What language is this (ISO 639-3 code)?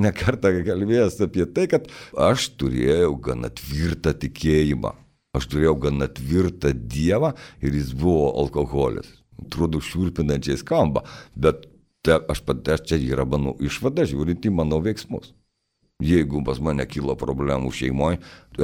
lit